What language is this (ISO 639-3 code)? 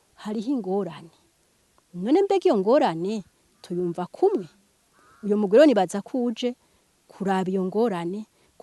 run